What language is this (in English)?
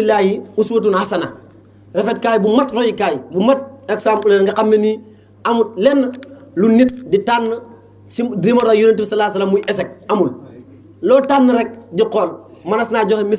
Wolof